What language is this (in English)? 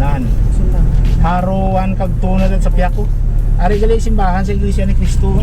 Hiligaynon